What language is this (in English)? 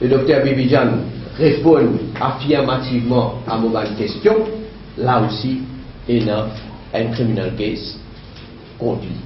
Morisyen